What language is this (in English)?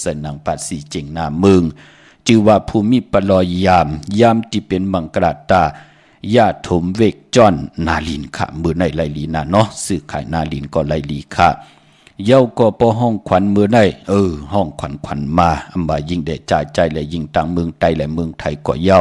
Shan